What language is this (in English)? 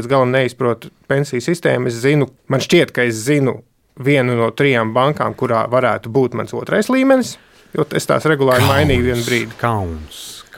Latvian